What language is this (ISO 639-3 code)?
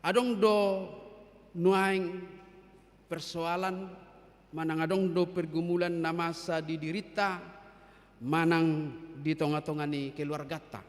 bbc